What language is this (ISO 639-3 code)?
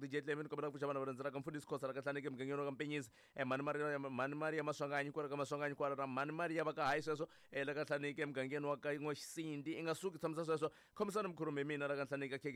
tso